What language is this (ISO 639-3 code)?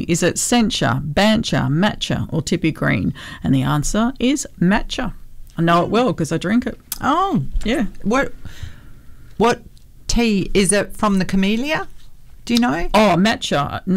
eng